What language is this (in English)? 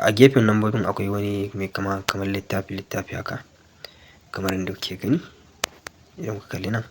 Hausa